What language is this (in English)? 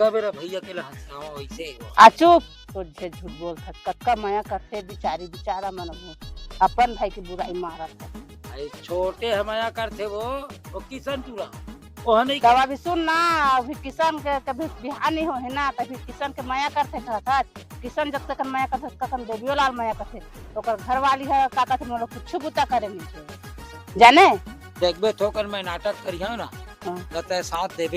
Chhattisgarhi